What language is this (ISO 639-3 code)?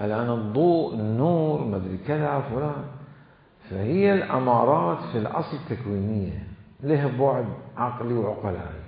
acm